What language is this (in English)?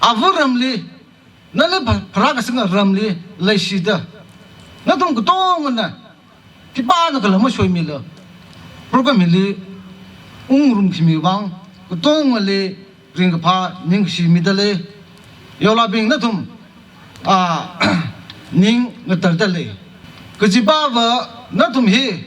Tangkhul Naga (India)